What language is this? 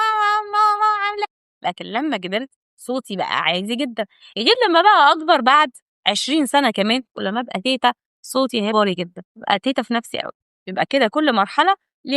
Egyptian Arabic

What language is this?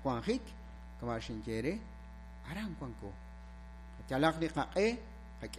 Kekchí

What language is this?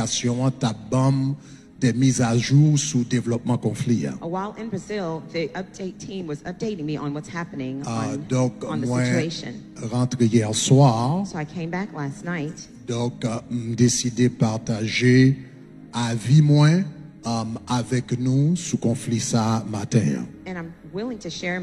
Haitian Creole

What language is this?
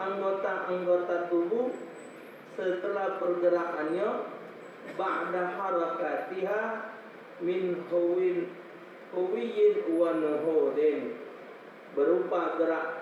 Musi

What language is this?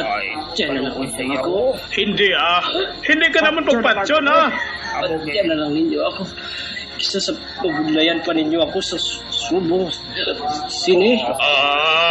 Hiligaynon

